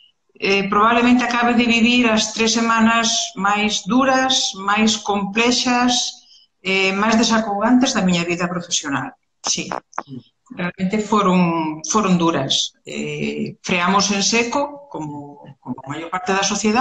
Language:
Galician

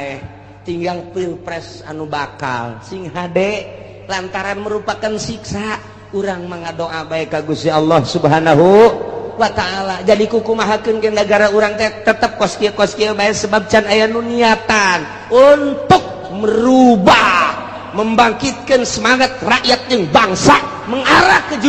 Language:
Sundanese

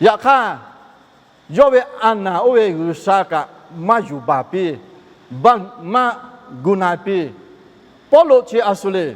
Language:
Lahu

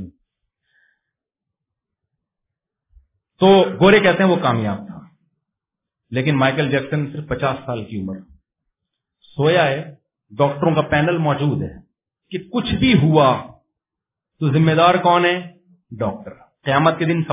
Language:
Urdu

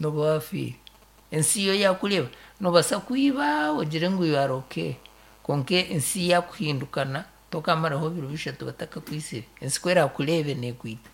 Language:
Nyankole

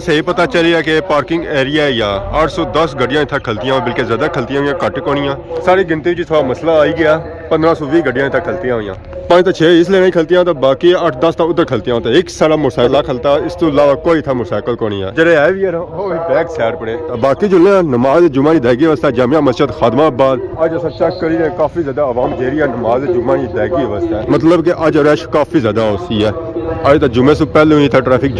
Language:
Pahari-Potwari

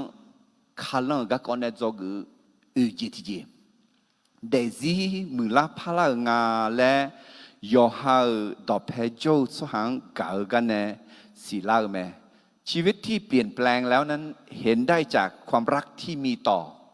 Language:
Akha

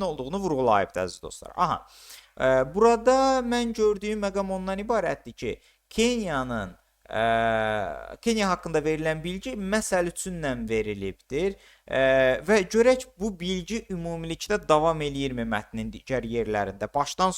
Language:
Azerbaijani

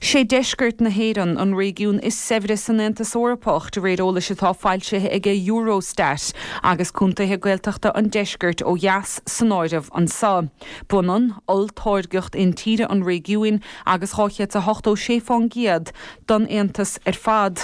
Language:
Irish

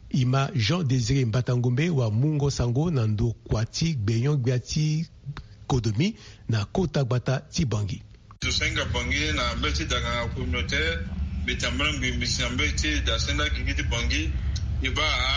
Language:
Sango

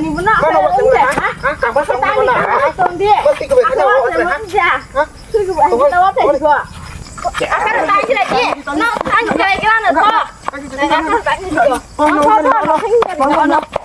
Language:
Kok Borok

